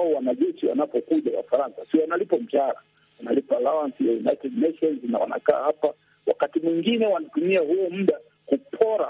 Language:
Swahili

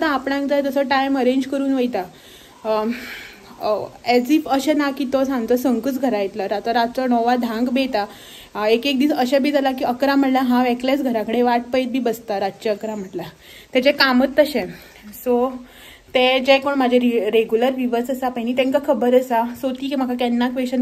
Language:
Konkani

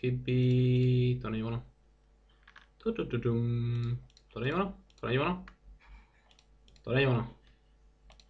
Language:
Czech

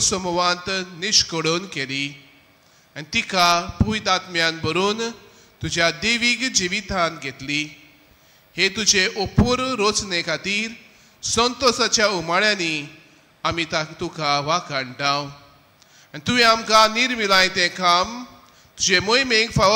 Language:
Konkani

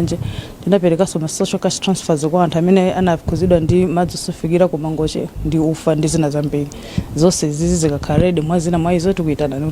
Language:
Nyanja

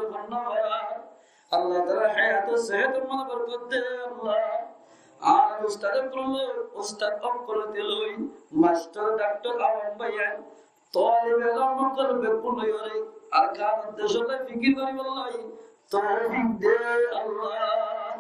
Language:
Rohingya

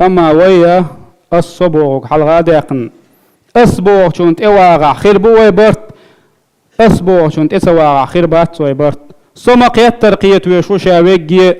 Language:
Chechen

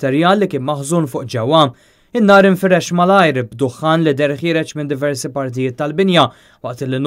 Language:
Maltese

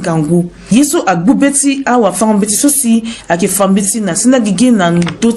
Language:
Sango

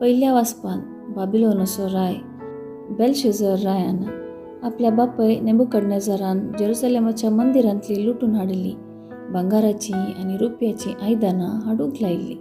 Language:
Konkani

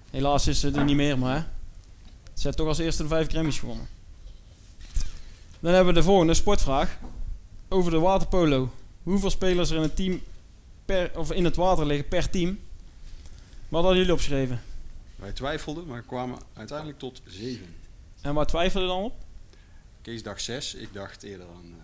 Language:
Dutch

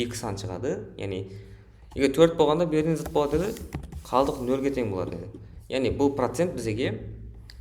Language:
Kara-Kalpak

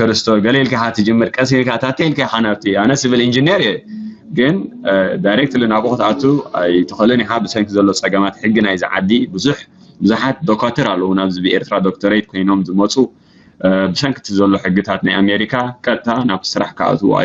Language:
Tigrinya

